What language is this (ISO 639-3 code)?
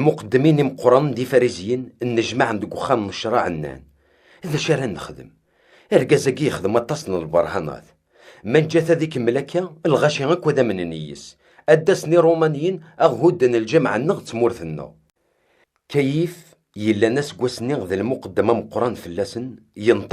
kab